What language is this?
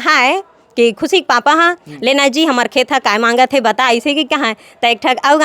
Chhattisgarhi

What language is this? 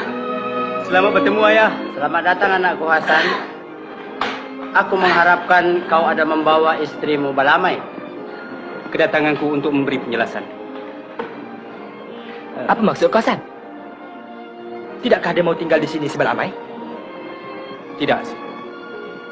Malay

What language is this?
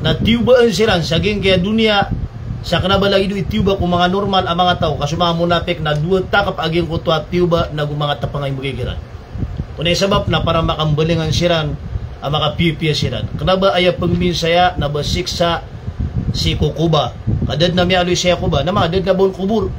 Maranao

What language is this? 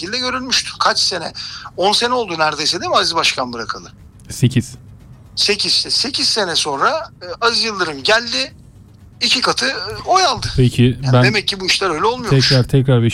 Turkish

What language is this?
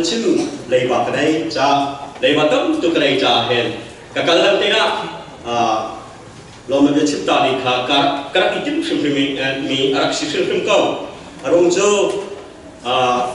Hakha Chin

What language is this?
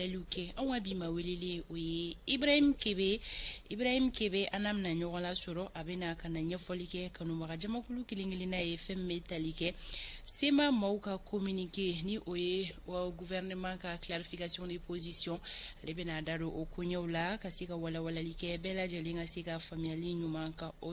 Bambara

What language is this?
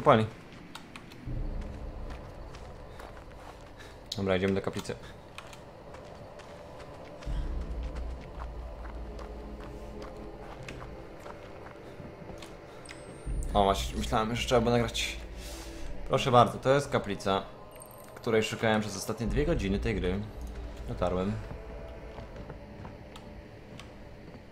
Polish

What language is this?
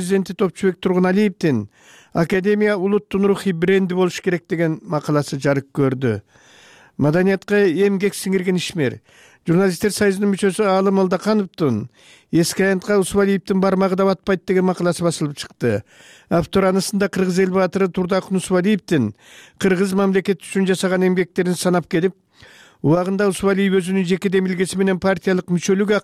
Kyrgyz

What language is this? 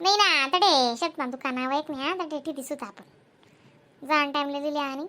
Khandesi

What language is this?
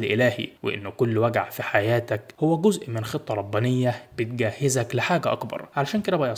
Egyptian Arabic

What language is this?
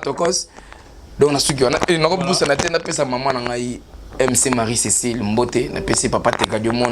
Lingala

